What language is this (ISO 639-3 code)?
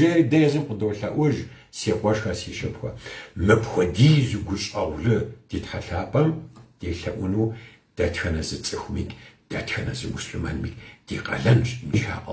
kbd